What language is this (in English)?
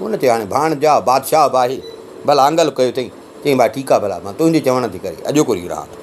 Sindhi